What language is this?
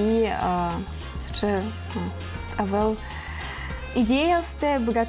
Udmurt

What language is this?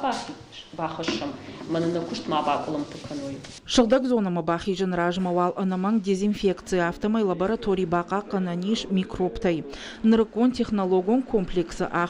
Ossetic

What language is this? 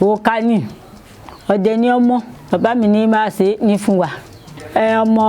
Yoruba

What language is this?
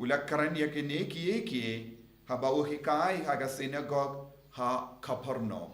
Khasi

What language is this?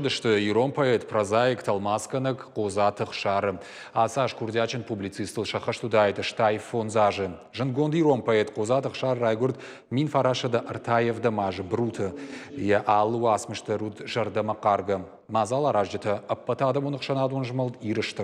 Ossetic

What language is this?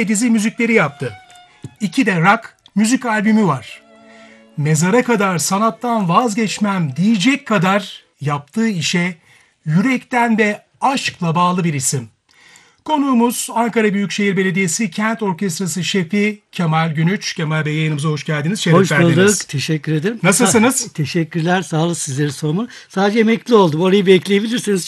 Turkish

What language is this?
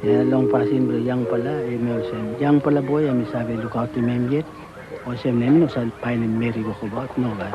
Tok Pisin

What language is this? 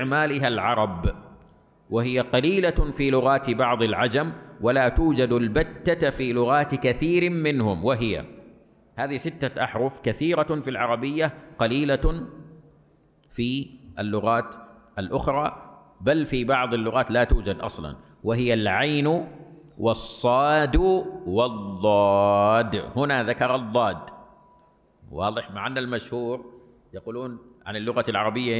Arabic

